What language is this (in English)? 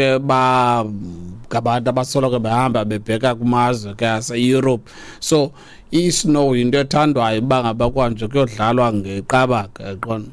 Xhosa